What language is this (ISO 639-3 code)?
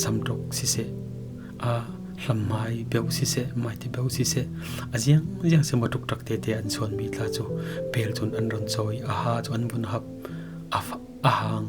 cfm